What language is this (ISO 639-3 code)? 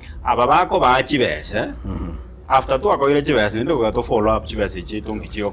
guz